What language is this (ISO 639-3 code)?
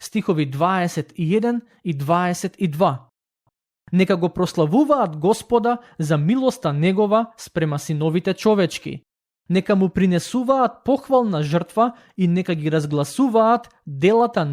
mkd